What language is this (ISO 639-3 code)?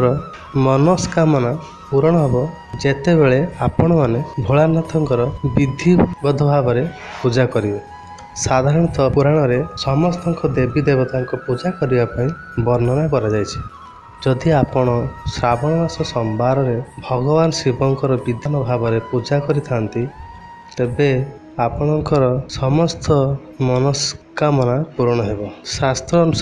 ori